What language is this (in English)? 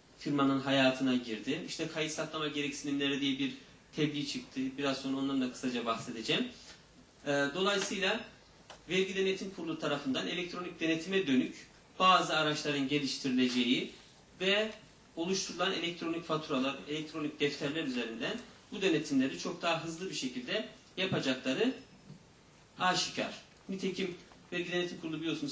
Turkish